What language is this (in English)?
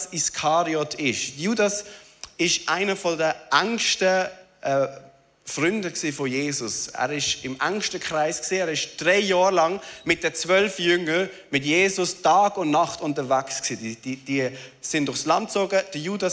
Swiss German